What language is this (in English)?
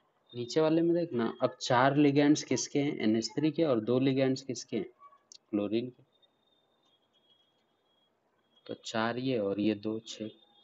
Hindi